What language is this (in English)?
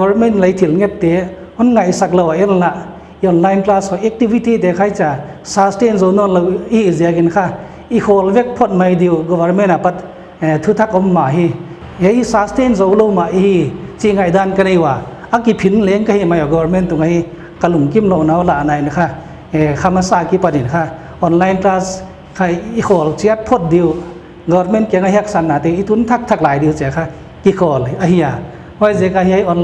Paite Chin